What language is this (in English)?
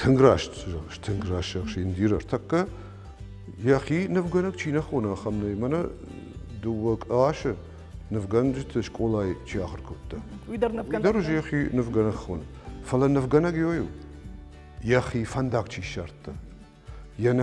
Ossetic